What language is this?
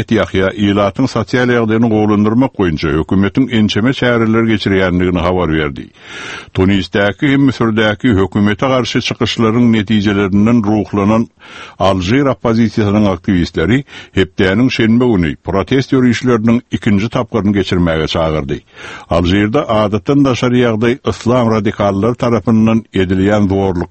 Turkmen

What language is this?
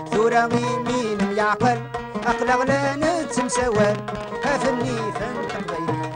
Kabyle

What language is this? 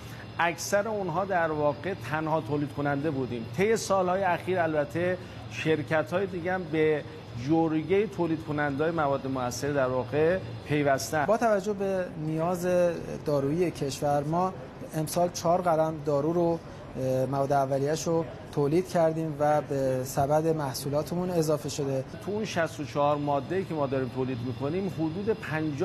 Persian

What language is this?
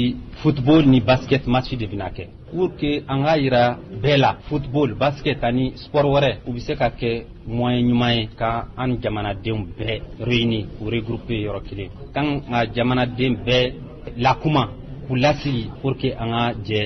Bambara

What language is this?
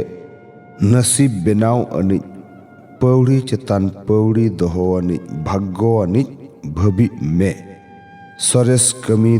Santali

